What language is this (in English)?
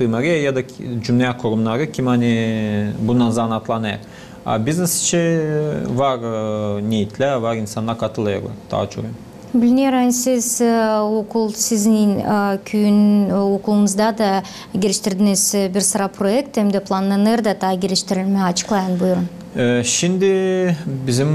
Gagauz